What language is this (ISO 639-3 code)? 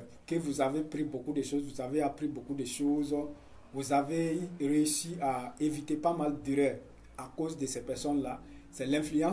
fra